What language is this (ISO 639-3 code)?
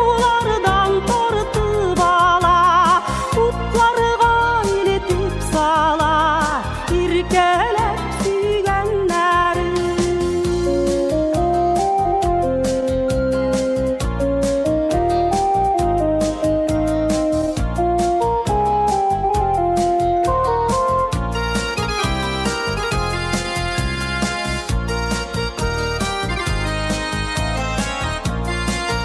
tat